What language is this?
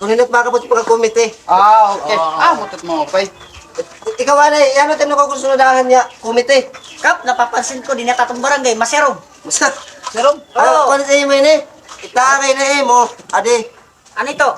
Waray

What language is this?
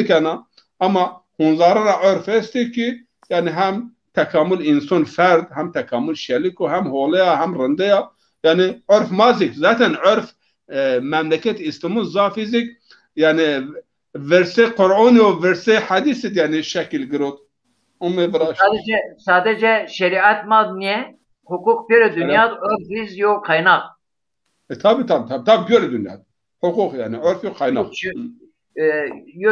Zaza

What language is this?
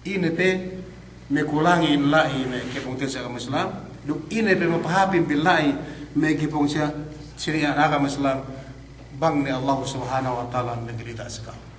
Yakan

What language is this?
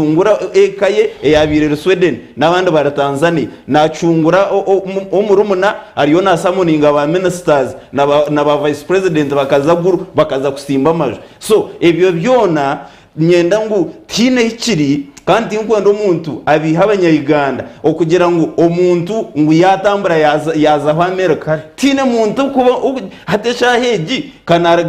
Nyankole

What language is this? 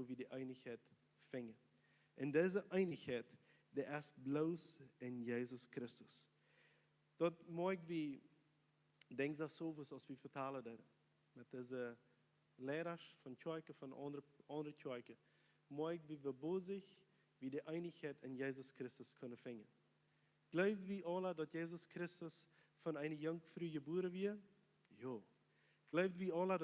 Plautdietsch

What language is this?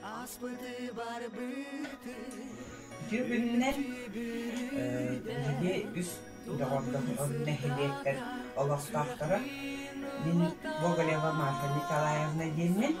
Yakut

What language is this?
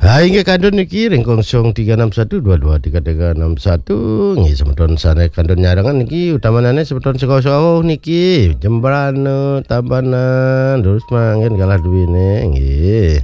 Balinese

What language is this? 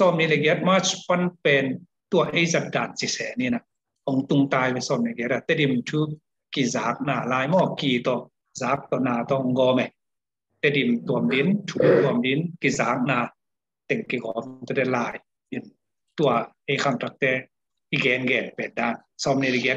Tedim Chin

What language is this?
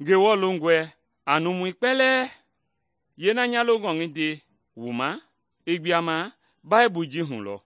Mende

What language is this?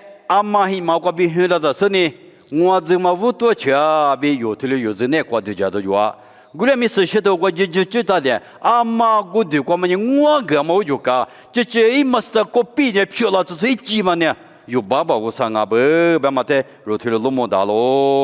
Lisu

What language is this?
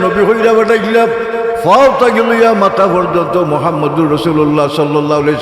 Sylheti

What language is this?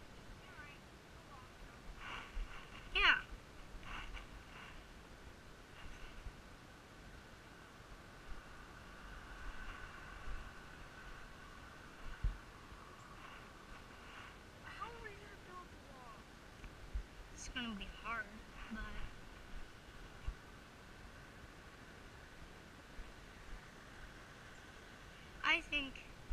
English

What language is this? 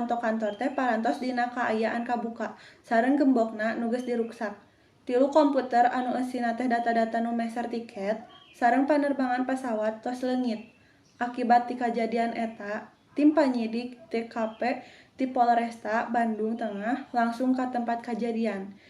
Sundanese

